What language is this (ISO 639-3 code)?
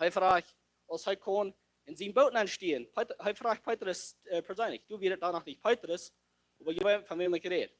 pdt